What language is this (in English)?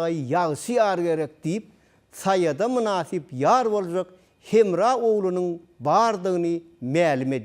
Turkmen